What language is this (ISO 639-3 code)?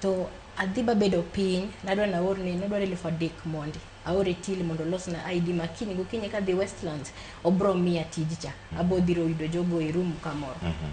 luo